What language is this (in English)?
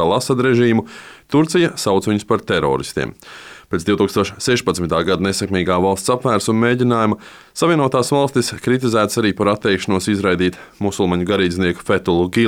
Latvian